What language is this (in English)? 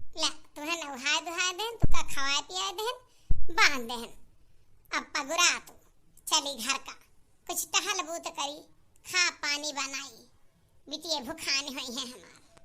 Awadhi